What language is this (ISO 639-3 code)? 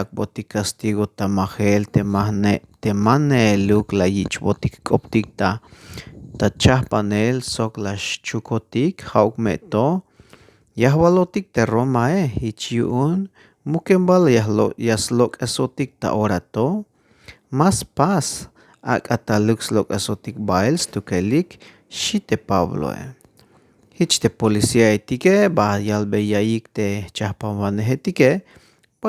tzh